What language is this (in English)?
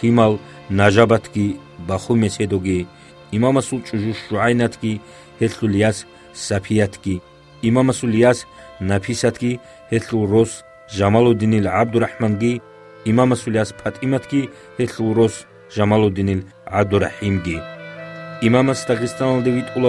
Avaric